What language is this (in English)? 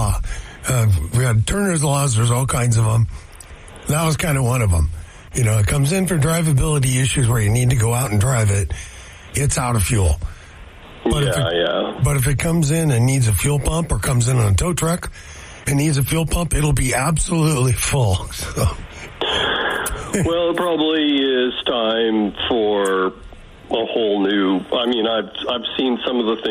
English